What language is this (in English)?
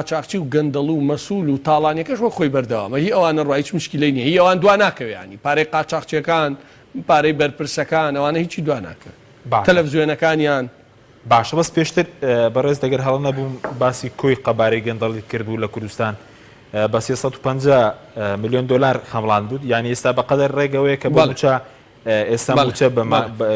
Central Kurdish